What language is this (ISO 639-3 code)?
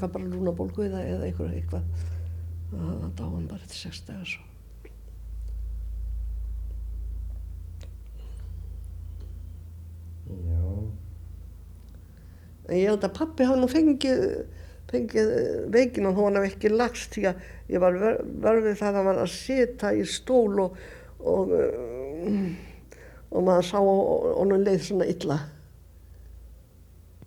isl